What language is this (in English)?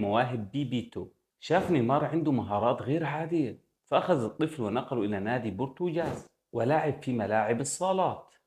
Egyptian Arabic